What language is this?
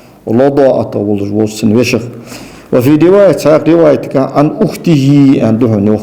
Ingush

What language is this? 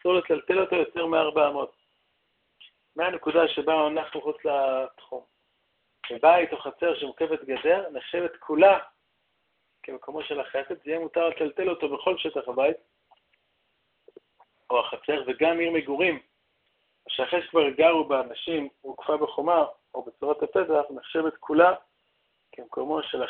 Hebrew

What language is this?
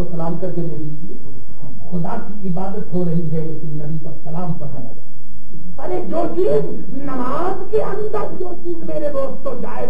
Urdu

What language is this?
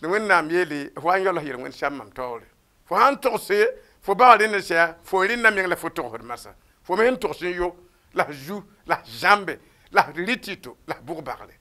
Mossi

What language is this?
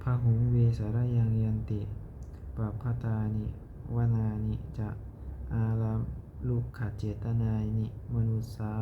Pali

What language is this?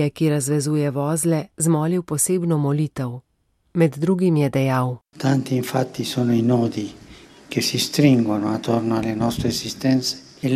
Slovenian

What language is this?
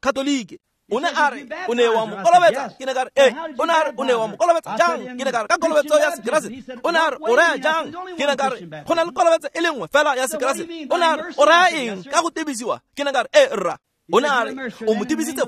Tswana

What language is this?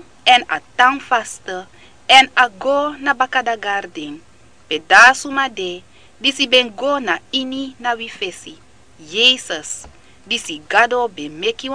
Sranan Tongo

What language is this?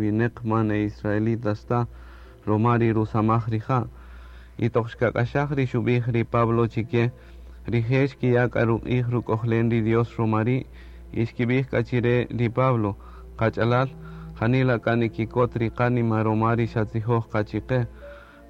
Kaqchikel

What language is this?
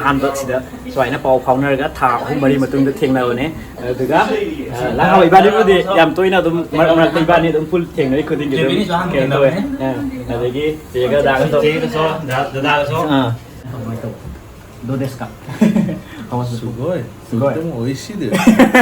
Manipuri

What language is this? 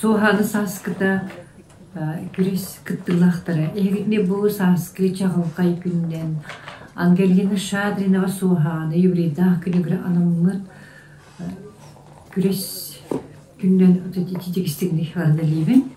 Yakut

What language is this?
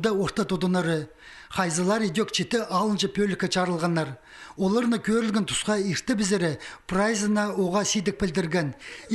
Khakas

